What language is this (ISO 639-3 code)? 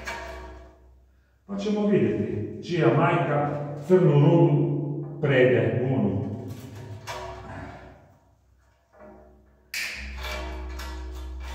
hrv